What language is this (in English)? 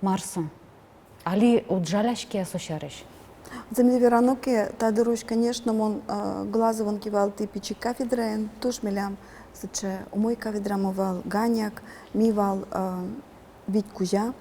Udmurt